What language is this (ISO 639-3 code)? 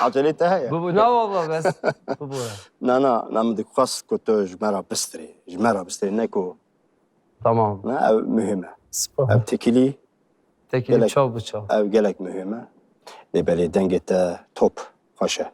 kur